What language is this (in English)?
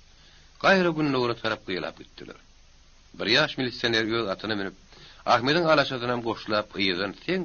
Turkmen